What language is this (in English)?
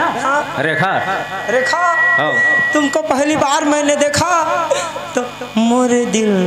Chhattisgarhi